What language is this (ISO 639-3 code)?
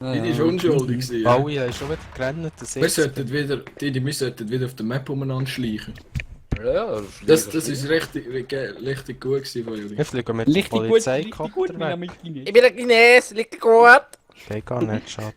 gsw